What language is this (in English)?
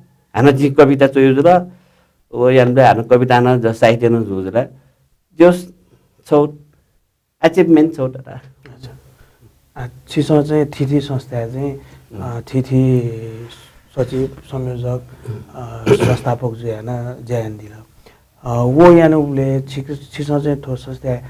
Newari